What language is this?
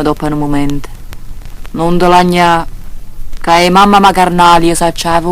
Neapolitan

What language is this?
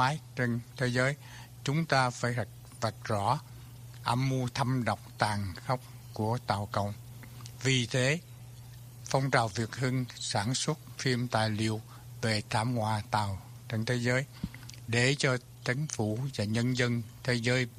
Vietnamese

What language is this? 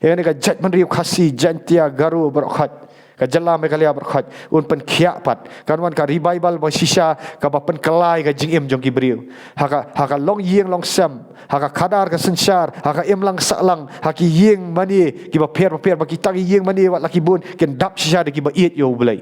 Khasi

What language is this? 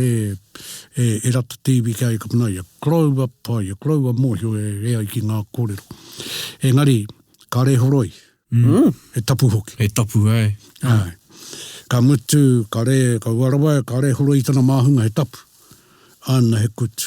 Māori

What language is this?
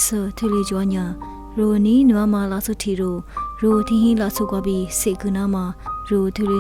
Lisu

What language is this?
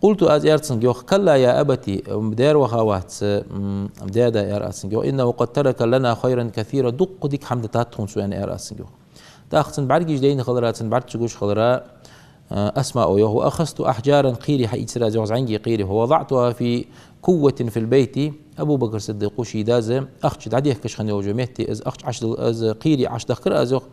Ingush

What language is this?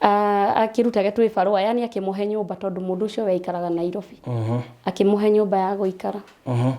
Kikuyu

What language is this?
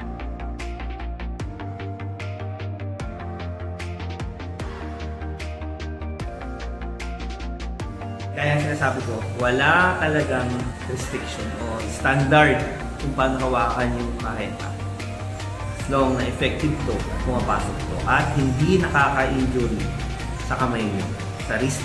Filipino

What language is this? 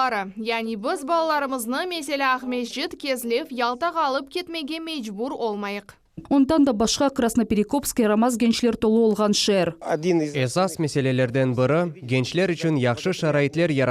Crimean Tatar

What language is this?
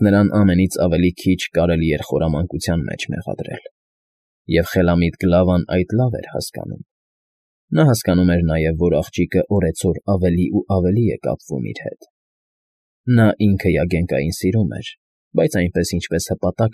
Armenian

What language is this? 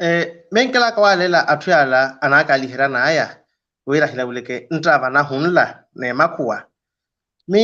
Makhuwa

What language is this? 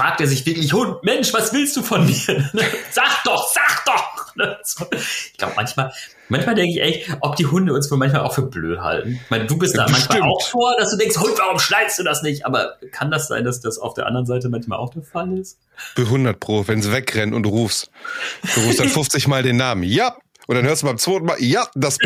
German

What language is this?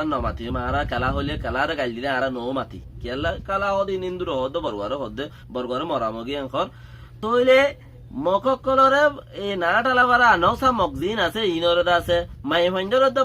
Rohingya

